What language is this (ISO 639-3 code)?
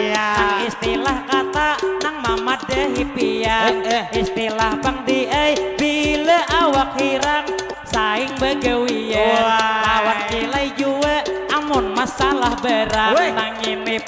bjn